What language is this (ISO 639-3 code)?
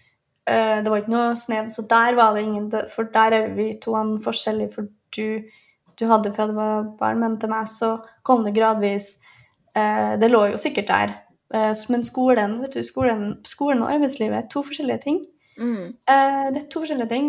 nor